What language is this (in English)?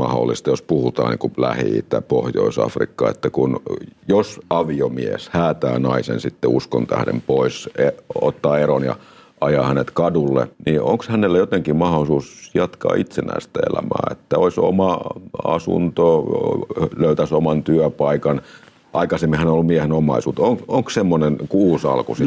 Finnish